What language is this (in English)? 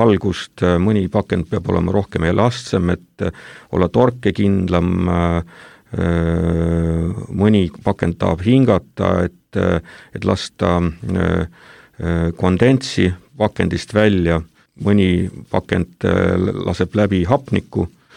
Estonian